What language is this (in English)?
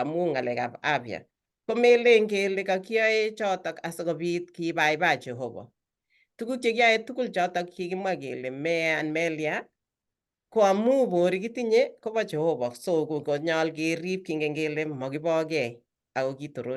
Kalenjin